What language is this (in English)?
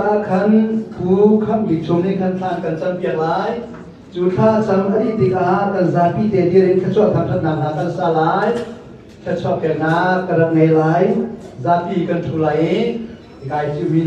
Hakha Chin